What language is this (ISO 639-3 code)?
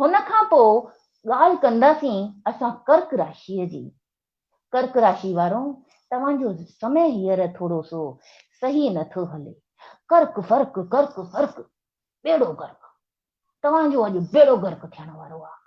snd